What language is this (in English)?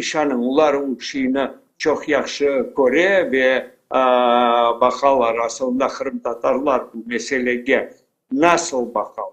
Crimean Tatar